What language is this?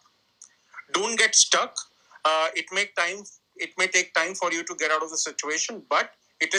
English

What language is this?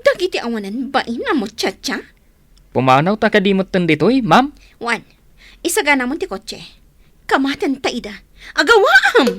Iloko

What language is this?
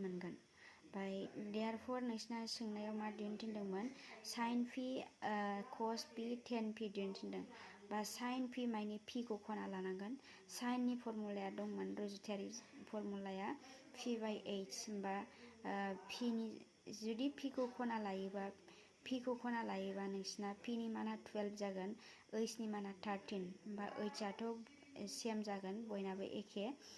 Bodo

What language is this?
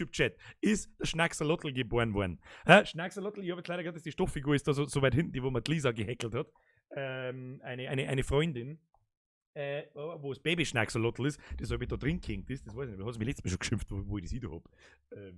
Bavarian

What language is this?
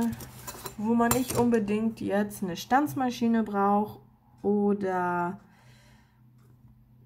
German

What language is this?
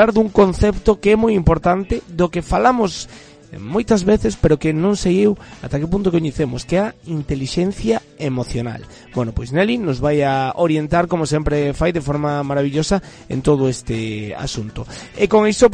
Galician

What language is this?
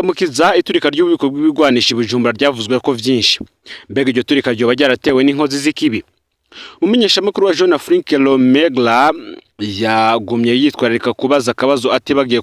Rundi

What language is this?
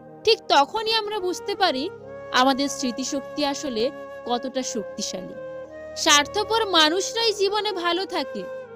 Bangla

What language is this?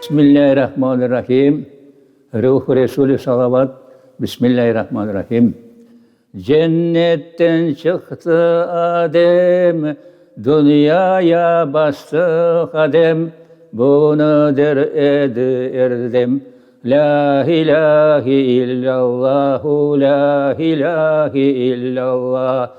Crimean Tatar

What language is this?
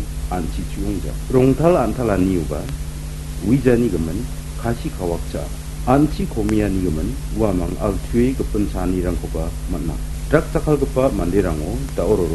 Garo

